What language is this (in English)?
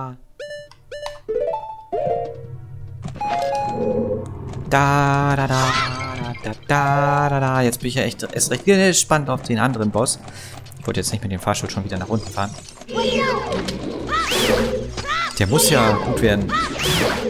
German